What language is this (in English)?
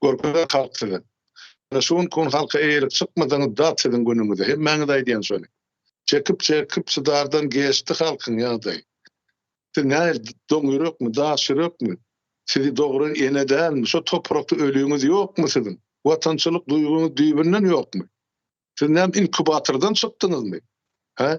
Turkmen